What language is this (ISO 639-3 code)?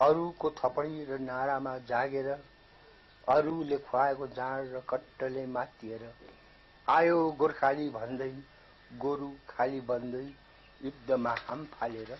nep